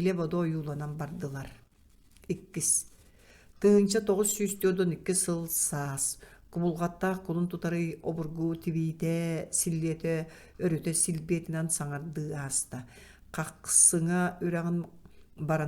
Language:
Yakut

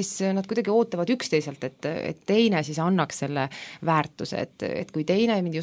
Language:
Estonian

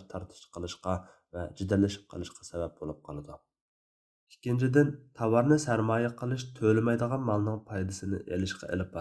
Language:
Uyghur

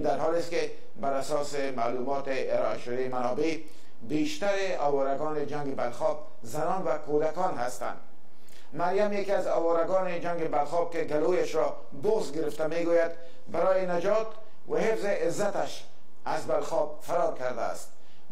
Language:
Persian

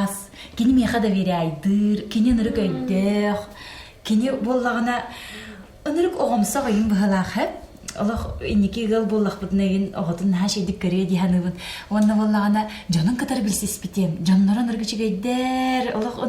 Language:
Yakut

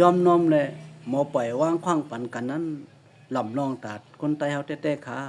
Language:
Shan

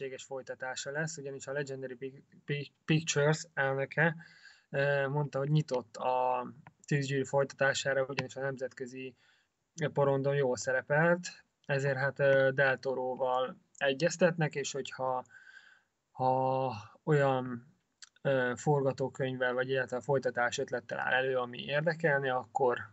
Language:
Hungarian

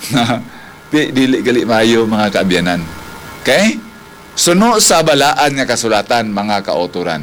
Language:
Hiligaynon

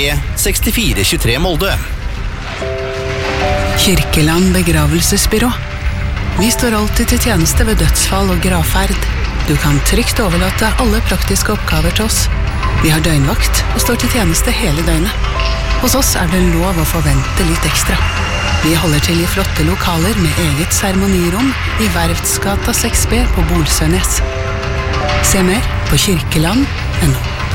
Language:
Norwegian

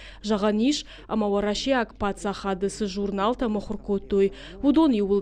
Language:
Ossetic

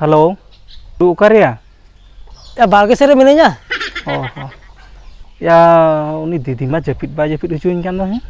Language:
Santali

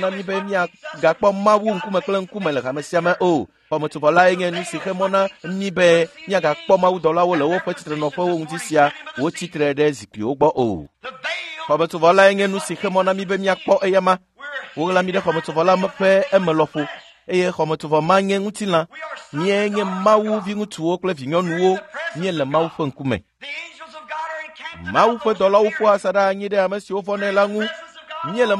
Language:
Ewe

